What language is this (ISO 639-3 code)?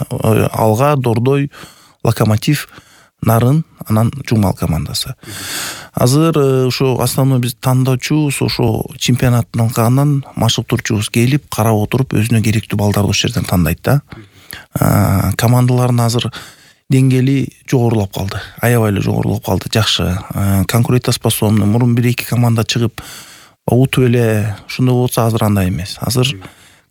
kir